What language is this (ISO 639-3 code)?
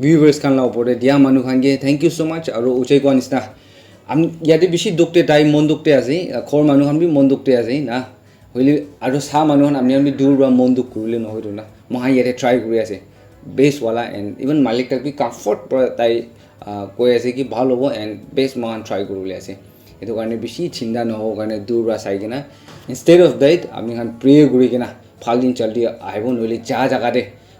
nag